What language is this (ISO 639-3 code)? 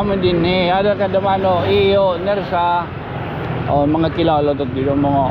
war